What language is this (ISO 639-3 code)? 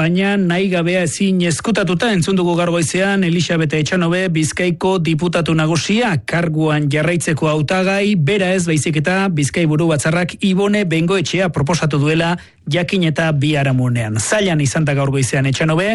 eus